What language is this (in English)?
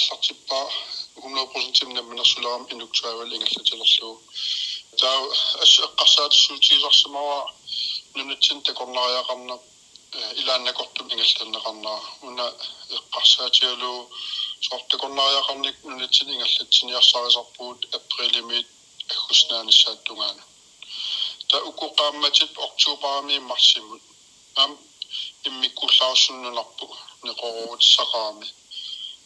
Kalaallisut